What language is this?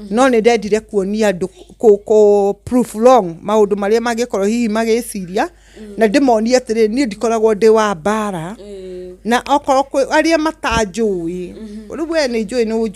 Kikuyu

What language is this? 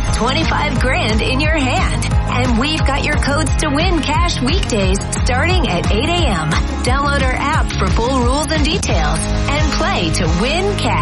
English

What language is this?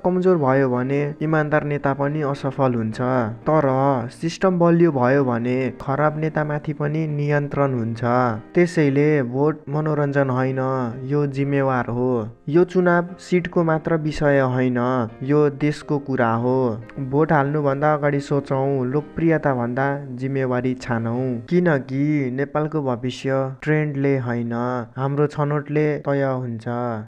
Nepali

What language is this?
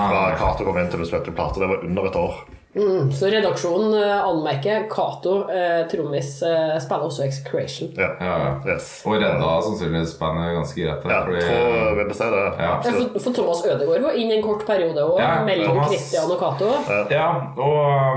Norwegian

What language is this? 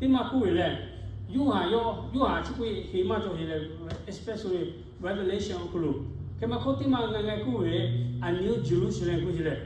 Lahu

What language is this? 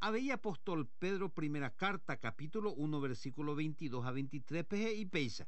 Guarani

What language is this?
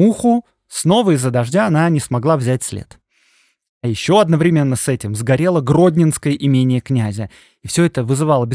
Russian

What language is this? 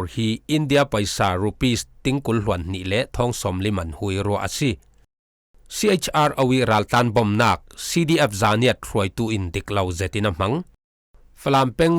Falam Chin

